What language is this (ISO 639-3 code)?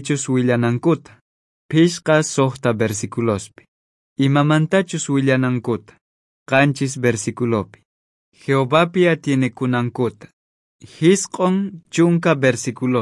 quh